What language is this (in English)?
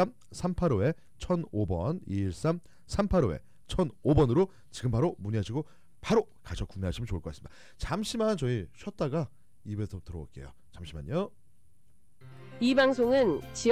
Korean